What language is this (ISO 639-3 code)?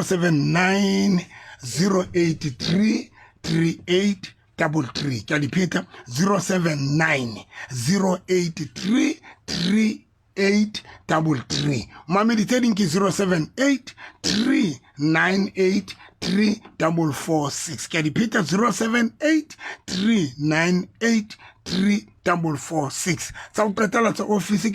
sot